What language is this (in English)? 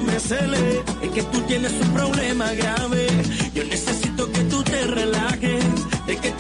Spanish